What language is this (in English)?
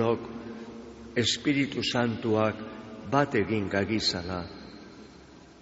Basque